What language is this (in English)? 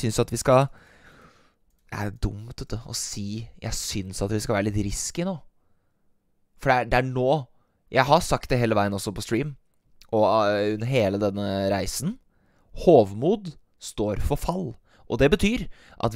Norwegian